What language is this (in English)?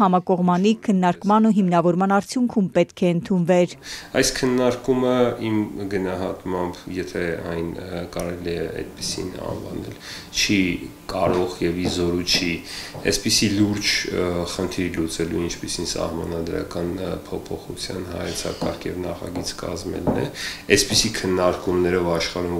Armenian